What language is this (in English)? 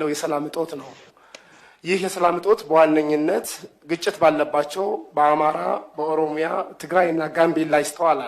Amharic